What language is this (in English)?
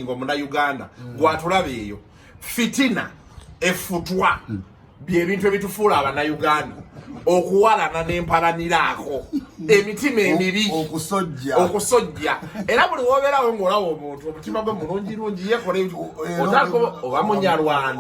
Ganda